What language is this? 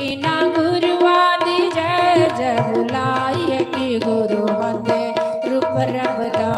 Dogri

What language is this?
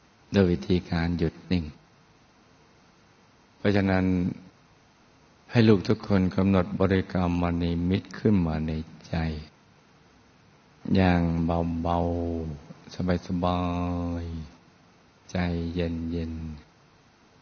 Thai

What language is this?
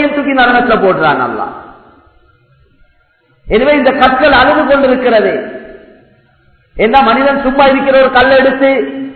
Tamil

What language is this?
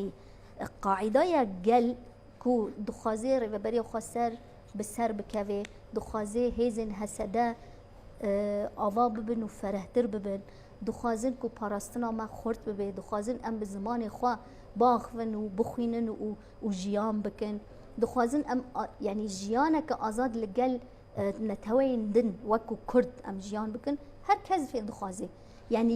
Kurdish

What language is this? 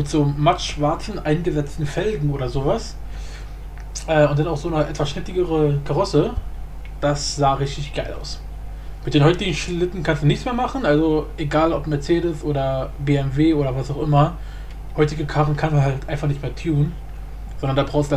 German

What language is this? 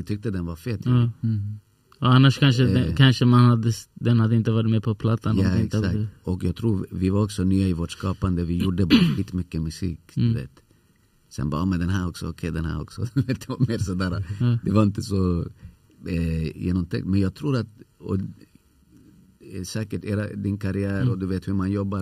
Swedish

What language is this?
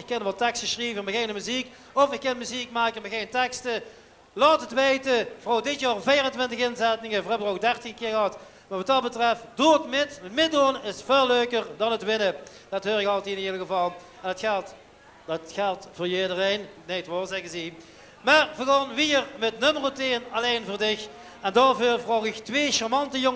Limburgish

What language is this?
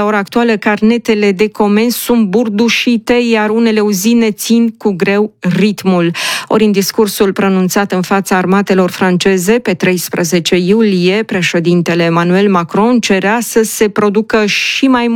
Romanian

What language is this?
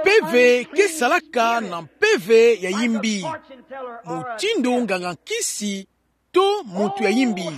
Kituba (Democratic Republic of Congo)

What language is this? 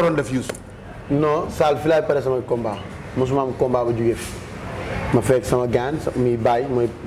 Wolof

